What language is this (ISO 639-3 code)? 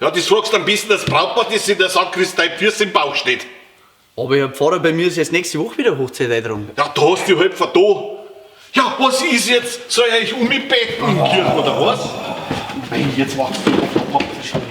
bar